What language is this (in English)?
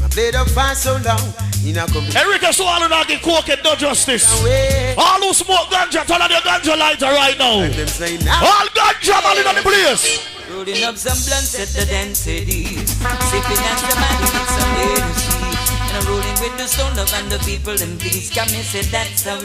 Jamaican Creole English